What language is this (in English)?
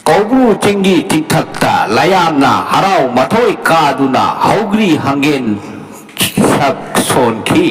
Manipuri